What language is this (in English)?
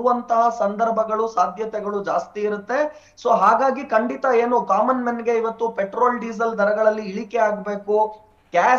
Kannada